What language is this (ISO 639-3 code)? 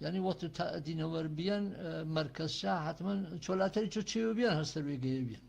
hac